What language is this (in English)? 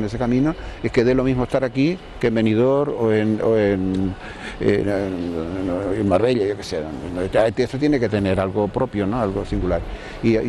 Spanish